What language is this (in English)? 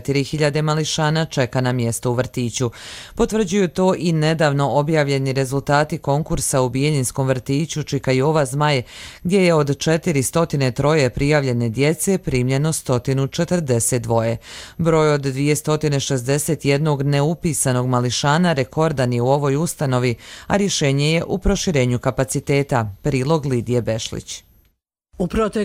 Croatian